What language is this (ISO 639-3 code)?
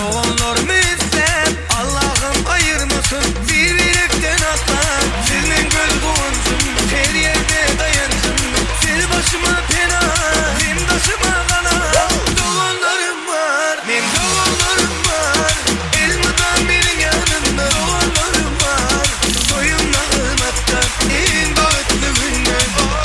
tuk